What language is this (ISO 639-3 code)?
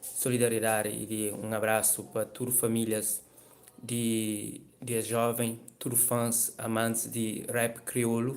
kea